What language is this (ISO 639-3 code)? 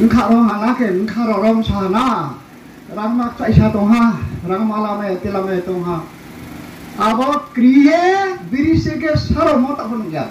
ria